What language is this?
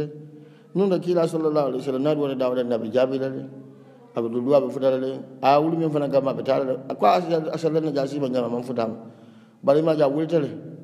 Hausa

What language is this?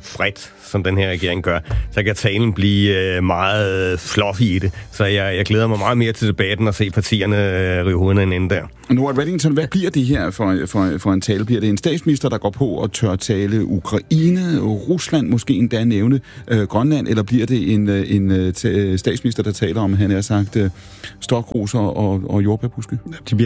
Danish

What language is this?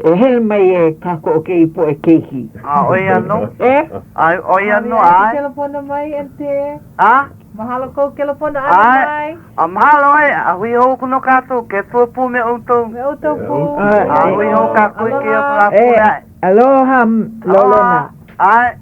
Hawaiian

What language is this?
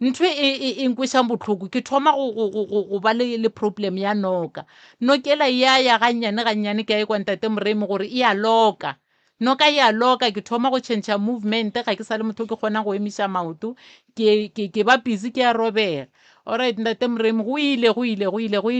Northern Sotho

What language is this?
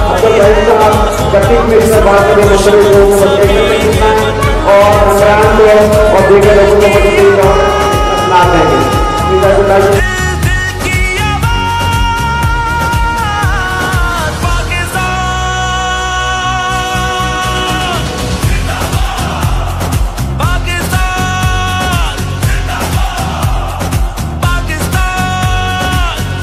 Urdu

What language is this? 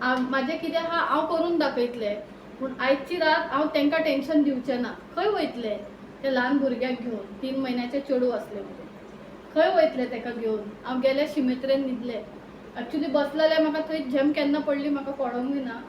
Konkani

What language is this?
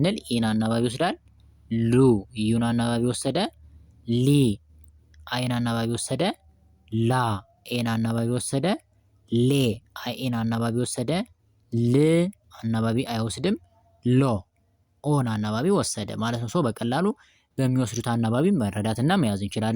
Amharic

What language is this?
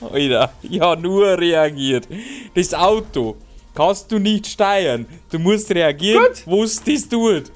Bavarian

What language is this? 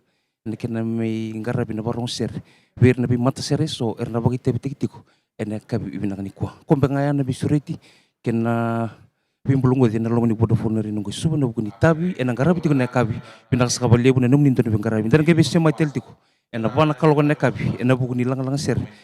Fijian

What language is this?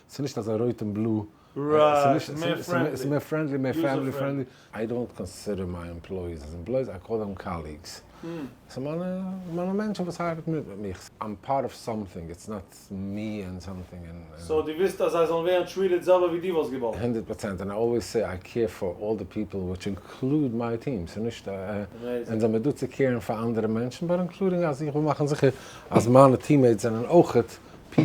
Yiddish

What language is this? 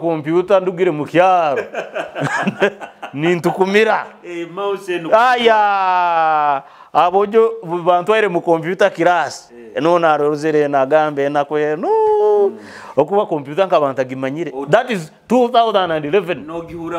Nyoro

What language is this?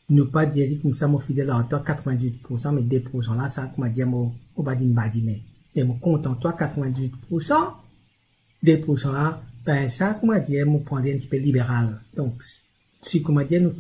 Morisyen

